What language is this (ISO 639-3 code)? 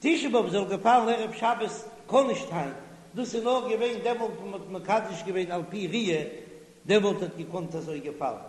yid